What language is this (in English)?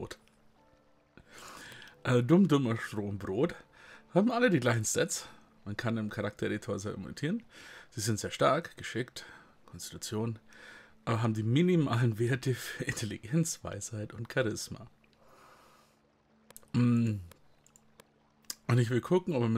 German